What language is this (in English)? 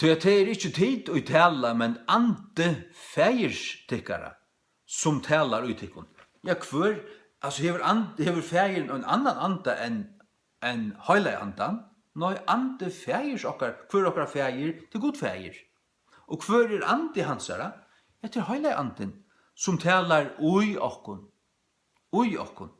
Faroese